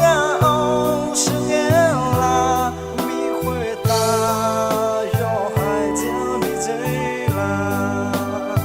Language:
Akha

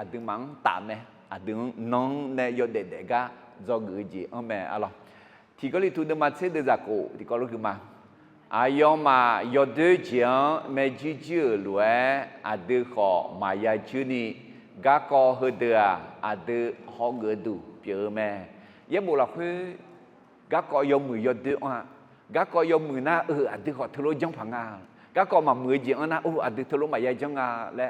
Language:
Akha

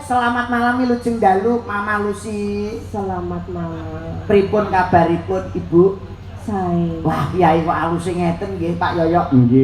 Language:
Javanese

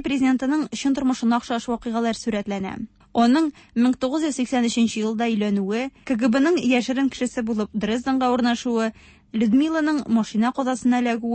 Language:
Tatar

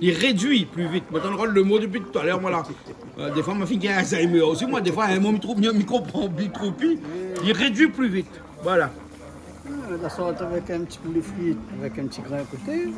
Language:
Réunion Creole French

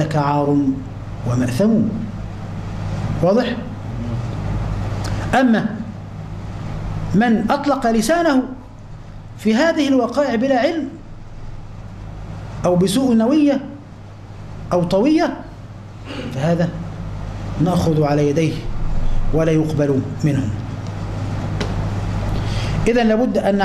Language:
Arabic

